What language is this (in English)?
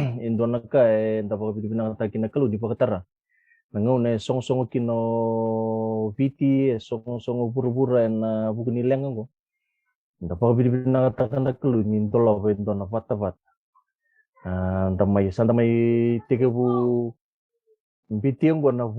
Fijian